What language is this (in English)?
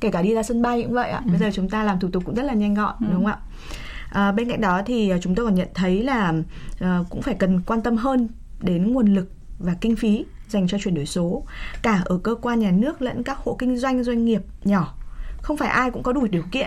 Vietnamese